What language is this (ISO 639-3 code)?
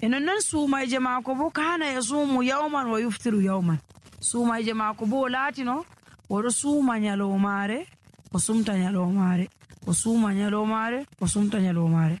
fuv